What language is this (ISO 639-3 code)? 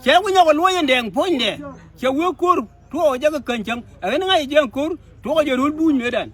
nus